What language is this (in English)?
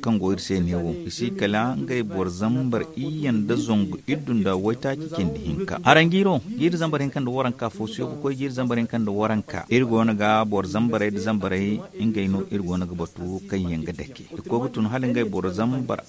Zarma